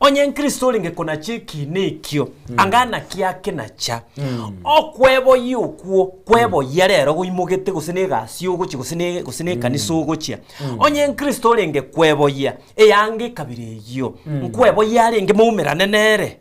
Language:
Gusii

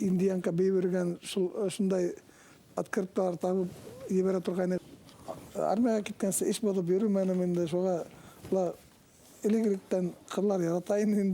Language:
Bashkir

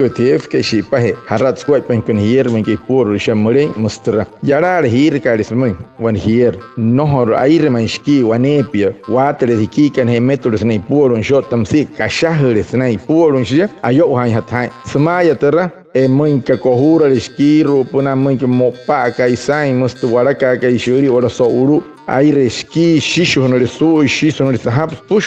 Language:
Wayuu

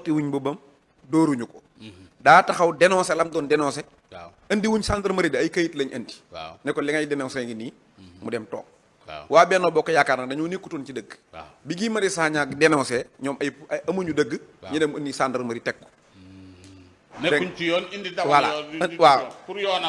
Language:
Wolof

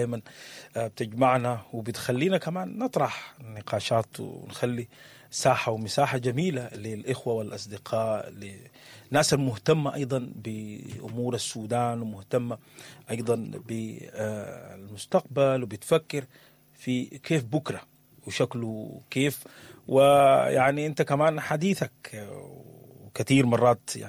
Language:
Sudanese Arabic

